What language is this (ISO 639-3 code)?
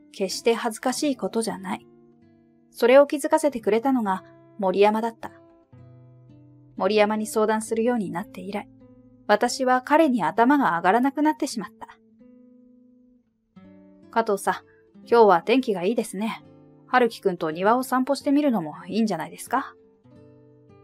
jpn